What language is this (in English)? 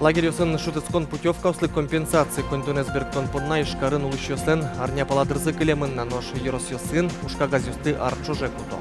Udmurt